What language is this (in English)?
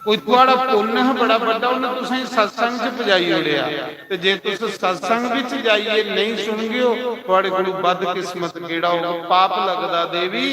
Dogri